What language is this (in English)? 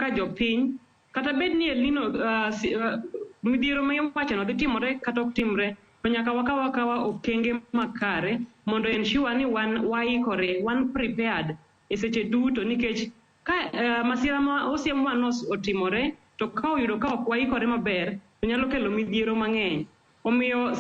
Luo (Kenya and Tanzania)